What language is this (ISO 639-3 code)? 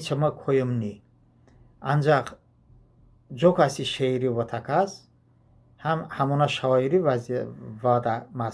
tly